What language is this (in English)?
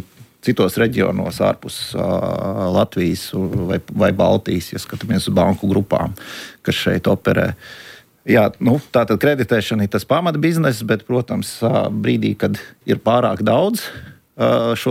Latvian